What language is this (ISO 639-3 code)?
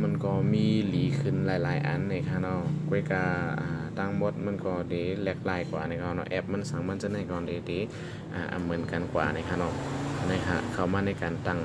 shn